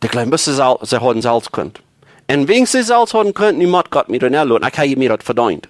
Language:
Plautdietsch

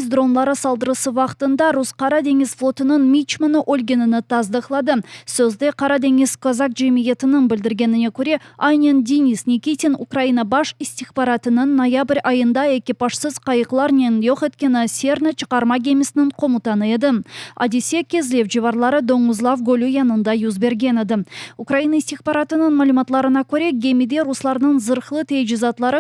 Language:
Crimean Tatar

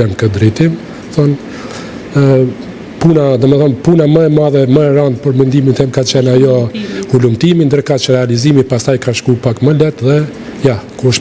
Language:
Albanian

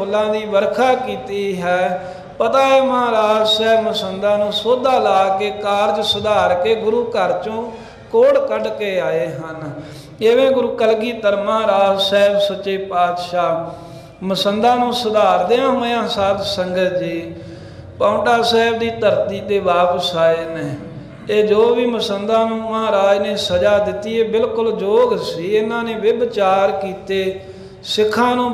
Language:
Punjabi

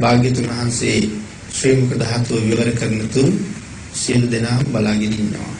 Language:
Sinhala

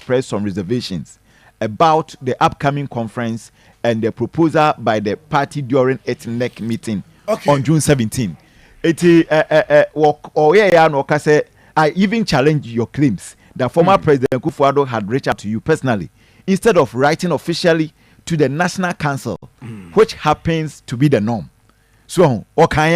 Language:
Akan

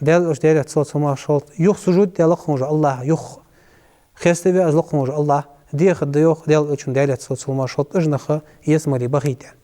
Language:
Ingush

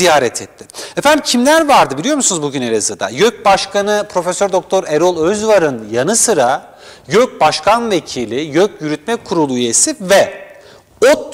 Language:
Turkish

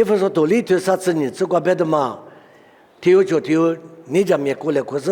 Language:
Lisu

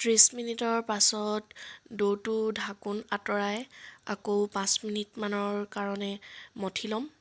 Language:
Assamese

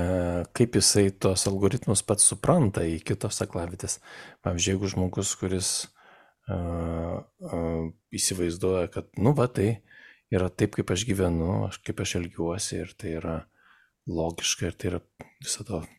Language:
Lithuanian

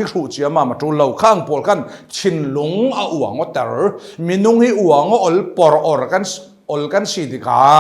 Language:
Falam Chin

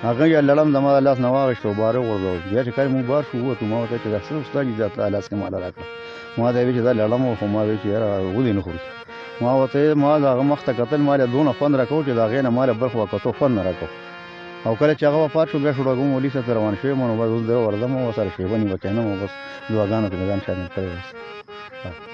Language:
Pashto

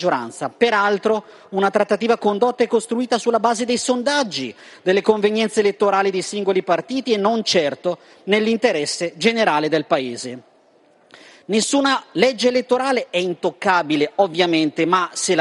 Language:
Italian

